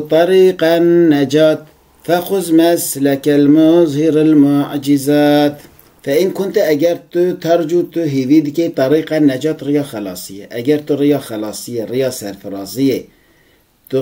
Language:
Kurdish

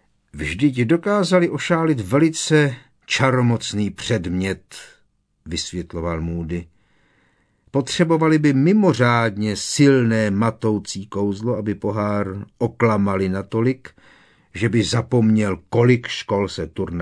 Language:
Czech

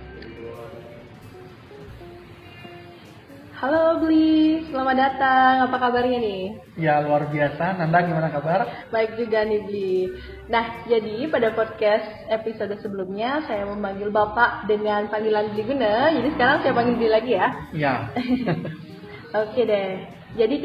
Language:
Indonesian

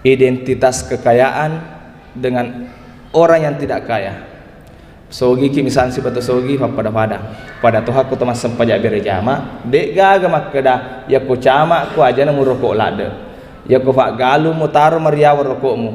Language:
Buginese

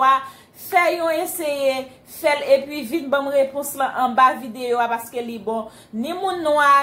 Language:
Haitian Creole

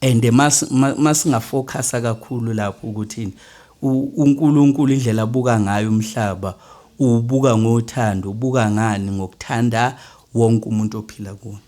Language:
Zulu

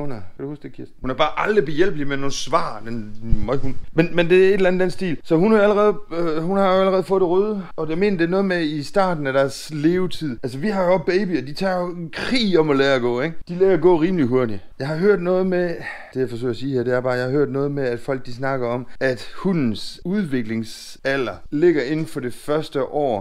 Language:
Danish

